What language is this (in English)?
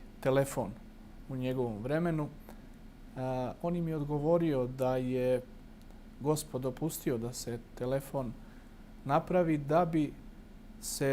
Bosnian